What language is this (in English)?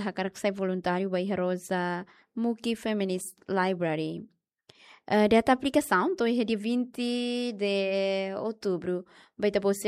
Tetum